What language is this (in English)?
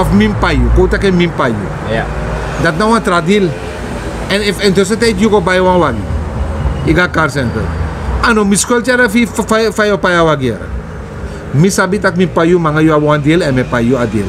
Sranan Tongo